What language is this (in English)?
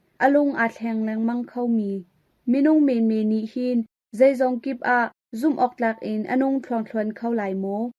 Hakha Chin